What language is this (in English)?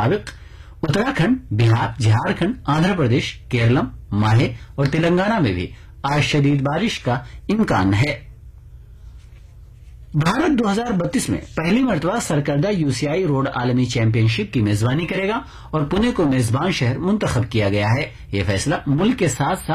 Urdu